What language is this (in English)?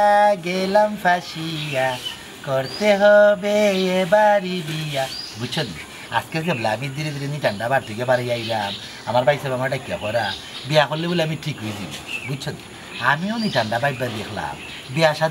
Sylheti